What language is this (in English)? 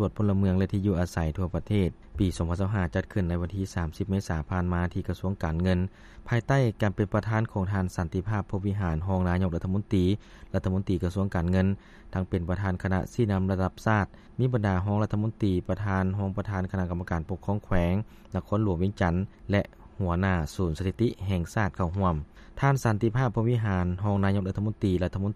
Lao